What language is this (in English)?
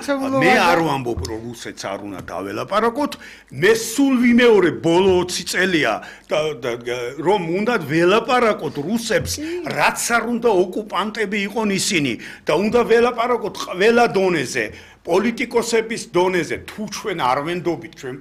Georgian